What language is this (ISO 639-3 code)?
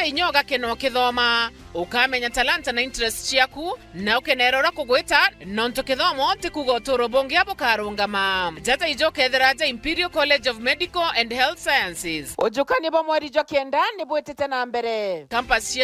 mer